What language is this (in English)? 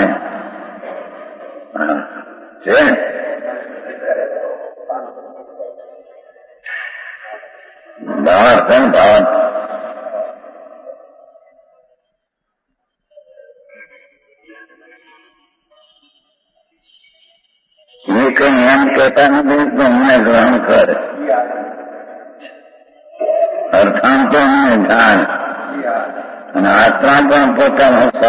Gujarati